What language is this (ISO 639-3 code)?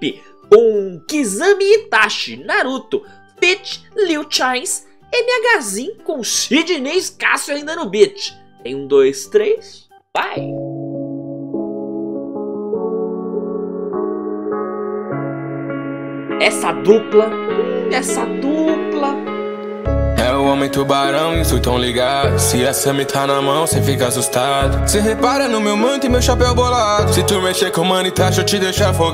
por